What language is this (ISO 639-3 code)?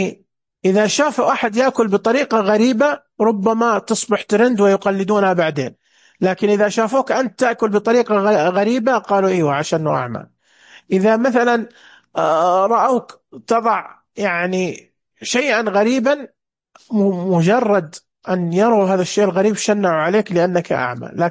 ars